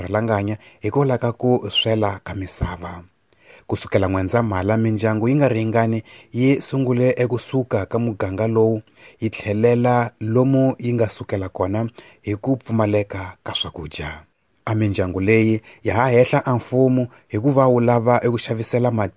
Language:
Tsonga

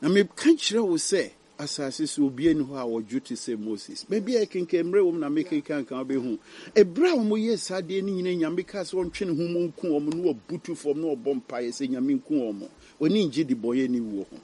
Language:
Akan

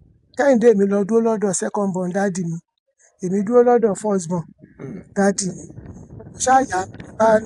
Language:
Yoruba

